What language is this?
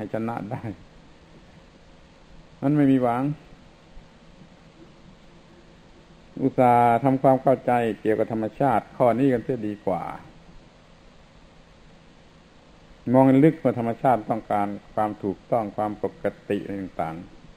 Thai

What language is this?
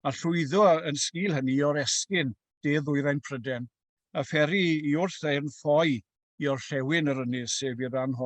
Welsh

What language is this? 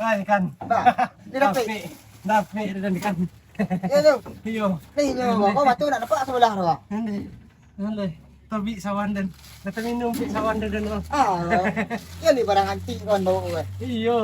Minangkabau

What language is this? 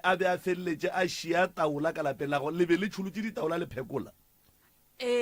Northern Sotho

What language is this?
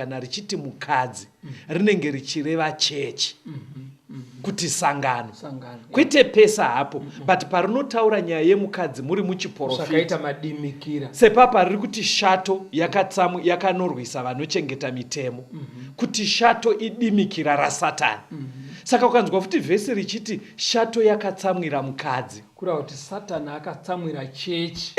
Shona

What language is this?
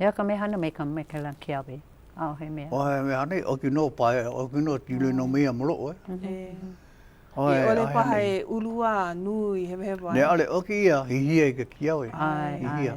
Hawaiian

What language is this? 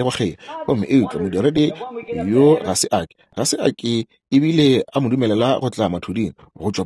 Northern Sotho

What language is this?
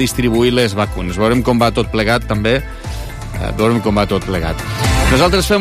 Catalan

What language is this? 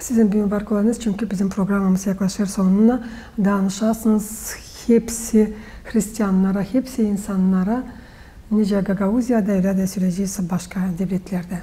Gagauz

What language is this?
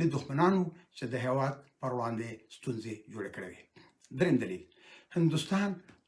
Pashto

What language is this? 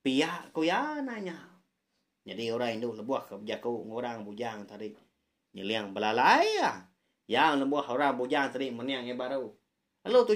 Iban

